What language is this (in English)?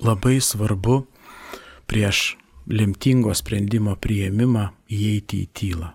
Lithuanian